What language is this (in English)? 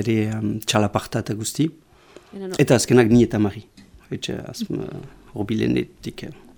Basque